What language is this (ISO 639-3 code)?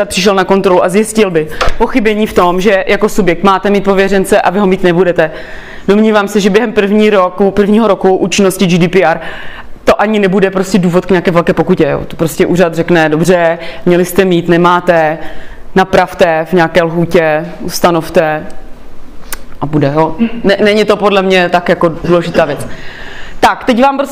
ces